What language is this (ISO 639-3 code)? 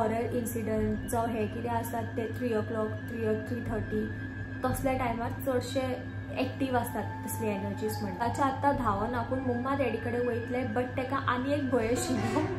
kok